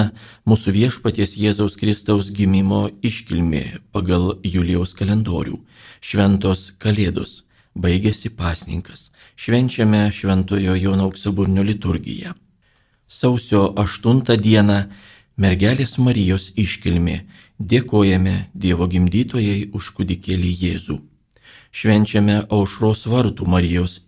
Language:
Lithuanian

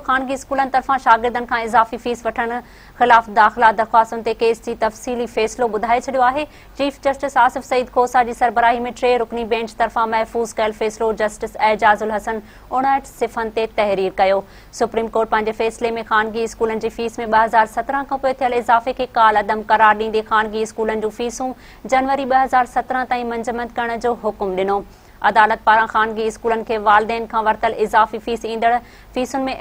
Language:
Sindhi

